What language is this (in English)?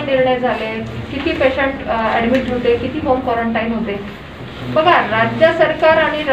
Marathi